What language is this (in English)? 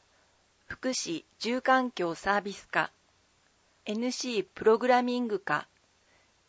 Japanese